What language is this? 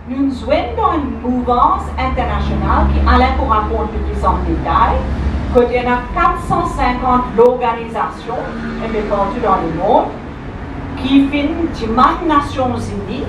Morisyen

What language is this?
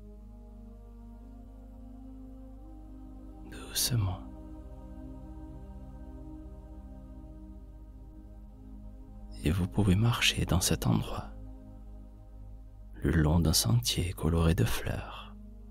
French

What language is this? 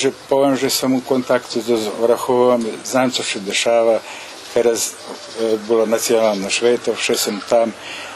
Rusyn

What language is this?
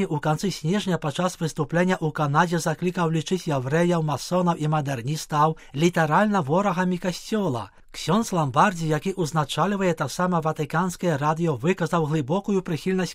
Belarusian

